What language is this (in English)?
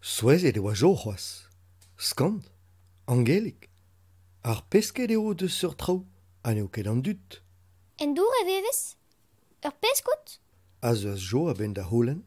Breton